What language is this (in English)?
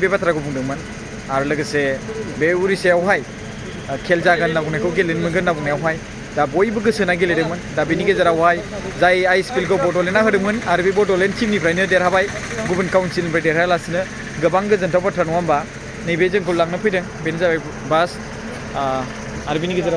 Bodo